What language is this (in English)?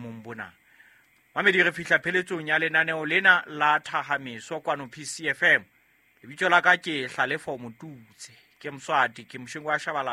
Southern Sotho